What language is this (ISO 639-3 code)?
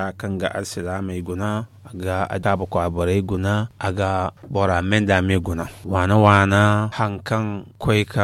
dje